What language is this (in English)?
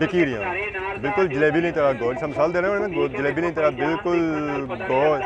Pahari-Potwari